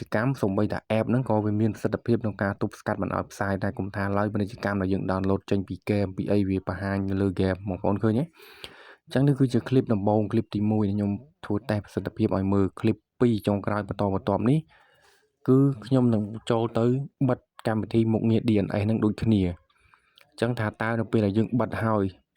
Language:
Khmer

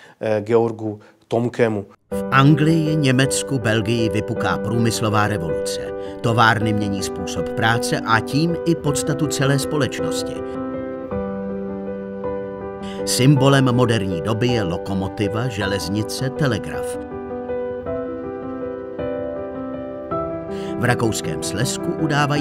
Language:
Czech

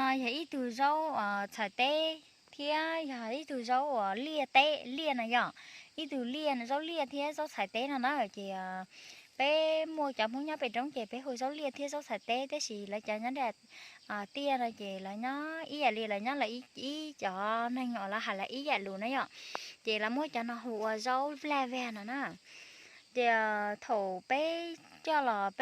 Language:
Hmong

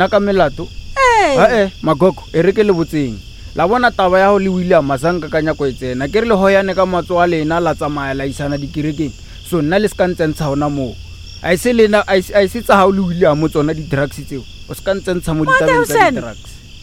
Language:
Northern Sotho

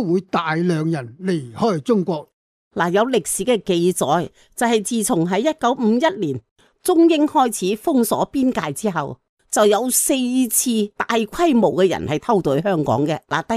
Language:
Cantonese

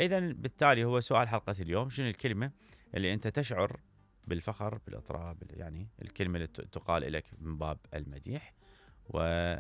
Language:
Mesopotamian Arabic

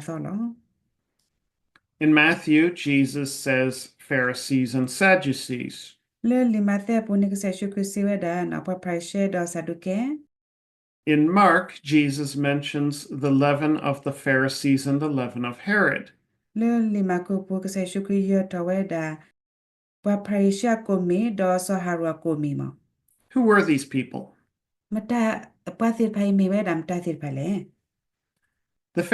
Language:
S'gaw Karen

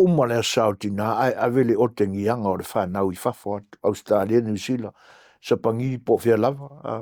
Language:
Samoan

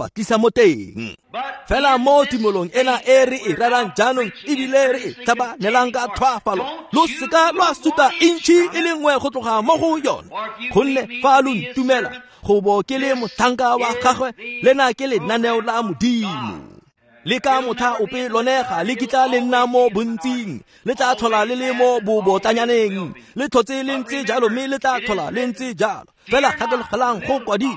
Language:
Tswana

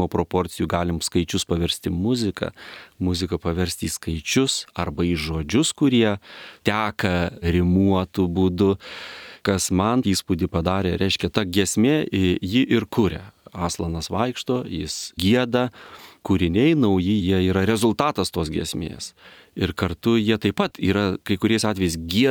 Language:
Lithuanian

